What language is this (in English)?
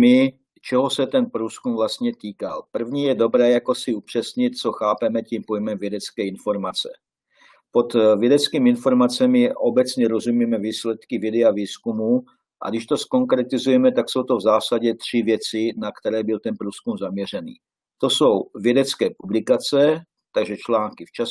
Czech